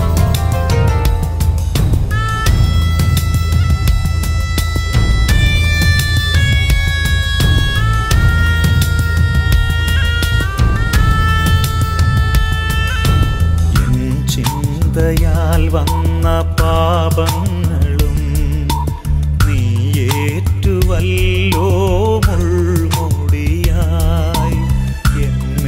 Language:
Malayalam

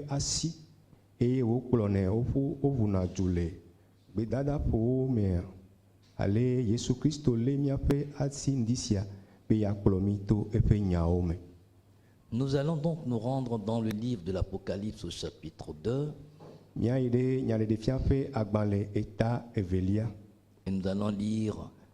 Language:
Ewe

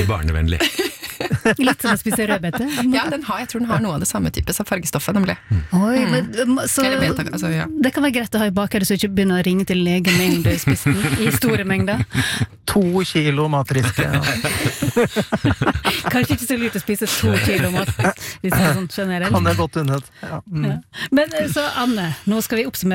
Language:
Norwegian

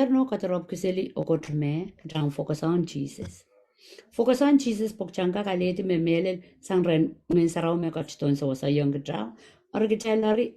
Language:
Pohnpeian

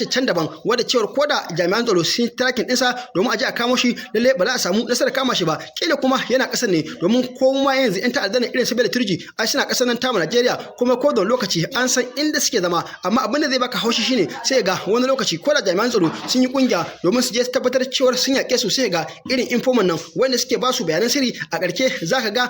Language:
Hausa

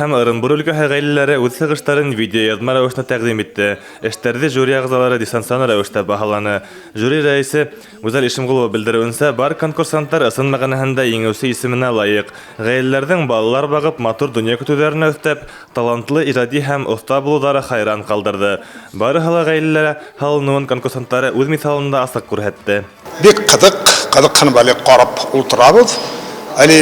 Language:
Bashkir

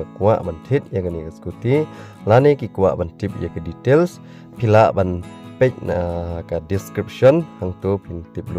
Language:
Khasi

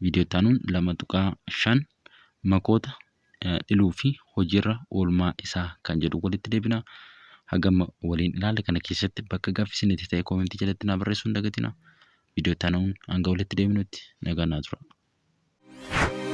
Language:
Oromo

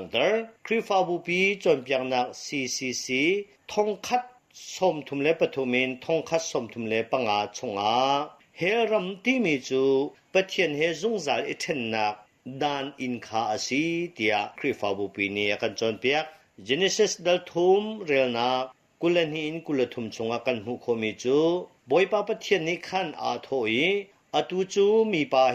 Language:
Hakha Chin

